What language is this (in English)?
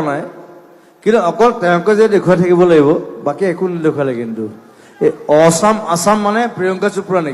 Assamese